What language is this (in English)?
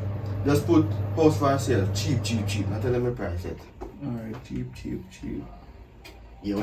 Jamaican Creole English